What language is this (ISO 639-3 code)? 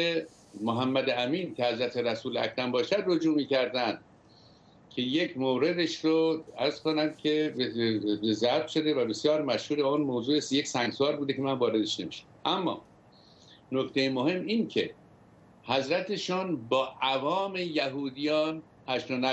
fas